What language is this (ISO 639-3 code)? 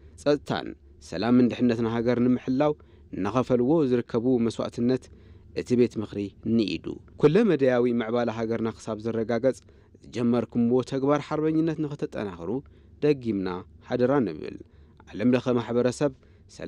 tir